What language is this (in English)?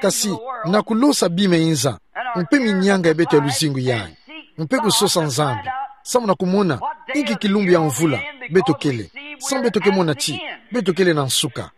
Kituba (Democratic Republic of Congo)